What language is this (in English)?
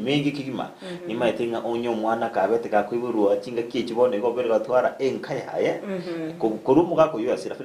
Gusii